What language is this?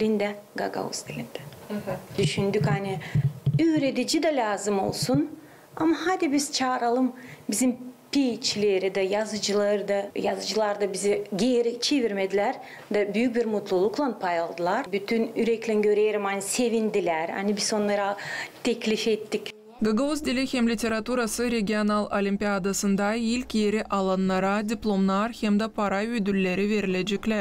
Gagauz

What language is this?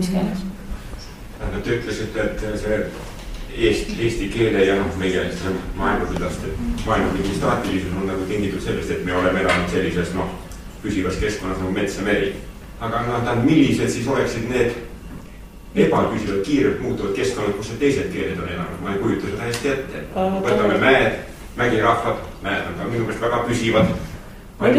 Estonian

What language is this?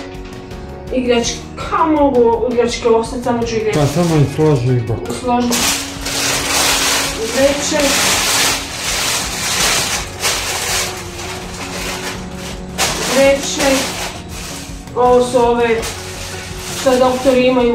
Croatian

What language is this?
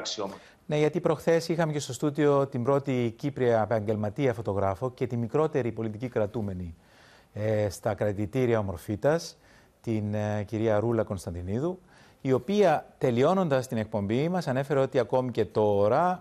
Greek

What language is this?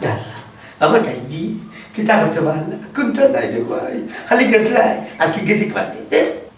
Sylheti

